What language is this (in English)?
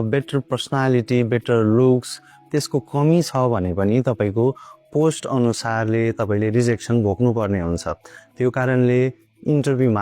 Nepali